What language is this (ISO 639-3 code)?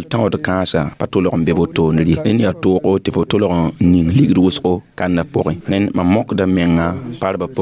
mos